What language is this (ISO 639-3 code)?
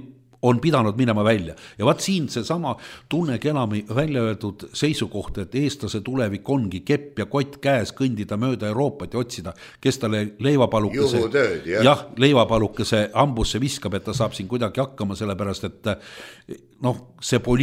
est